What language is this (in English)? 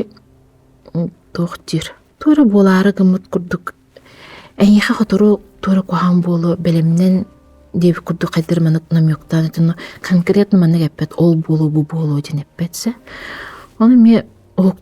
Yakut